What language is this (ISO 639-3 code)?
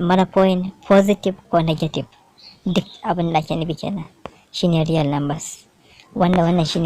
hau